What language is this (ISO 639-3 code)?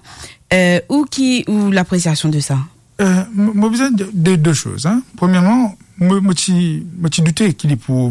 mfe